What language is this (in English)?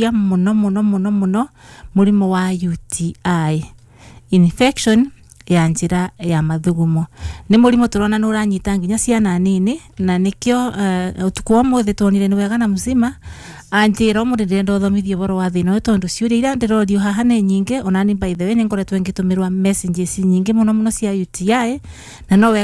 Kikuyu